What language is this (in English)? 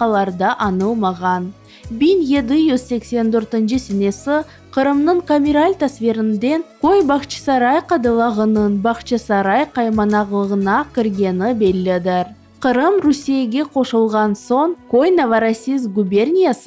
Crimean Tatar